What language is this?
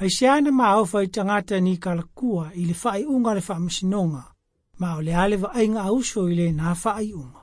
Samoan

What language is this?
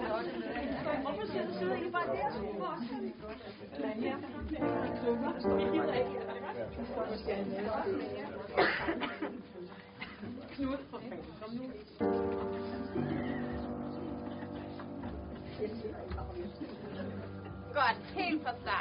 Danish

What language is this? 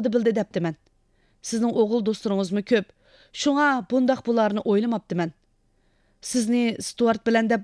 Uyghur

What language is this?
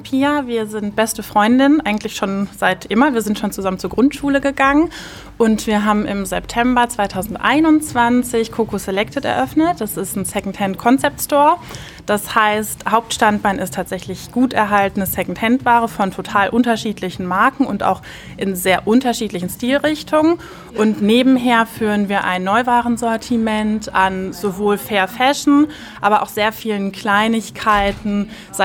German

